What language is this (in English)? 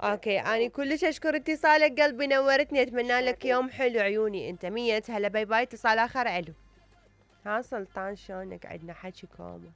Mesopotamian Arabic